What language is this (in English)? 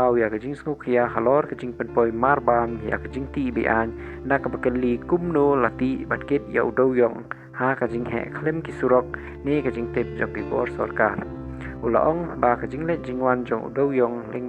Khasi